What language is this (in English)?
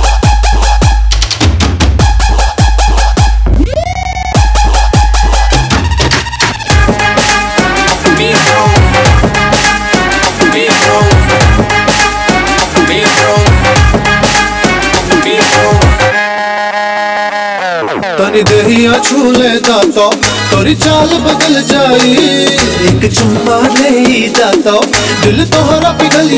Bhojpuri